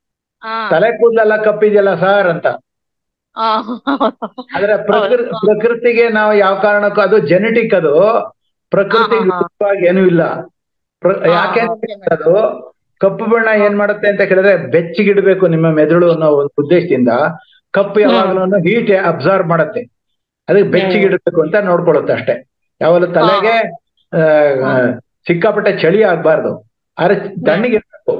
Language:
Kannada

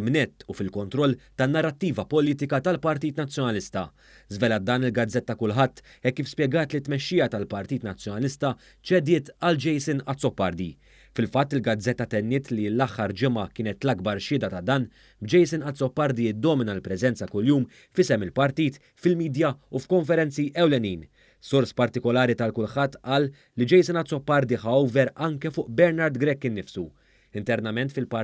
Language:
Maltese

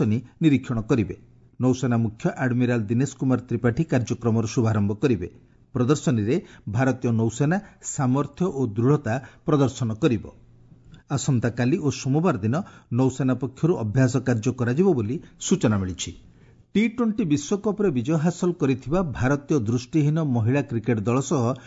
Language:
Odia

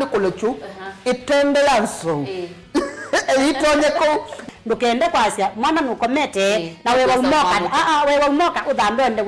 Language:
Kamba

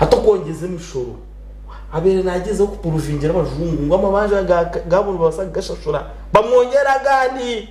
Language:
Nyankole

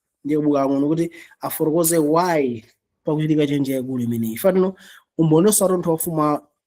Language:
Nyanja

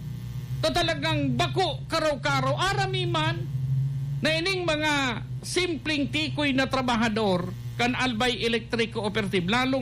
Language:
Bikol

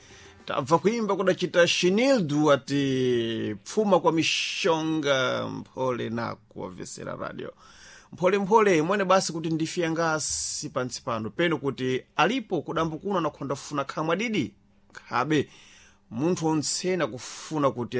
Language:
Sena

